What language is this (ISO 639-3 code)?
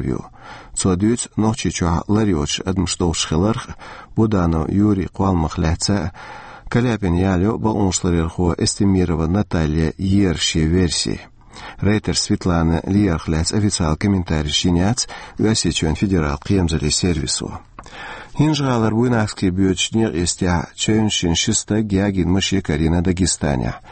che